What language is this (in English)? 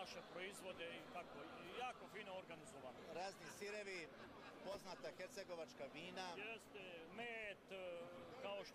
Bosnian